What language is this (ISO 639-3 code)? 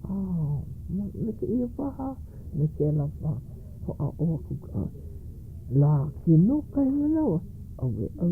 haw